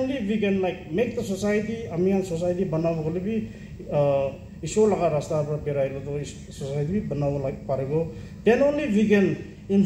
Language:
Naga Pidgin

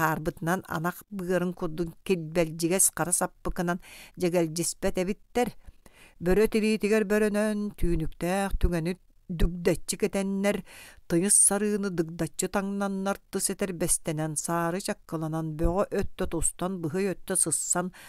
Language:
Yakut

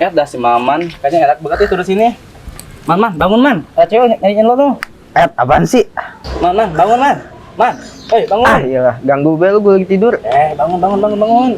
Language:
Betawi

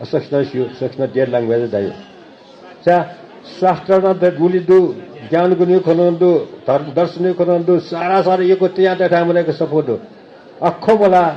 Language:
Newari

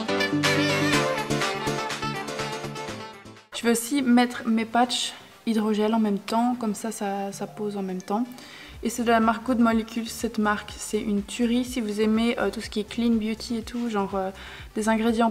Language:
French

